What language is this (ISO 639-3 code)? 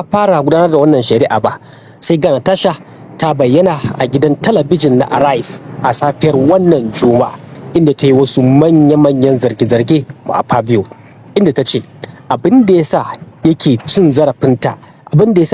hau